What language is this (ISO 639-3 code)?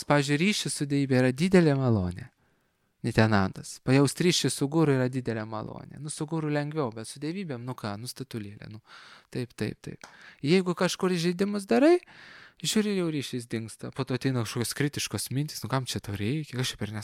lit